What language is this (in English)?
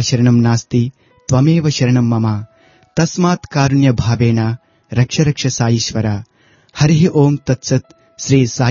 Telugu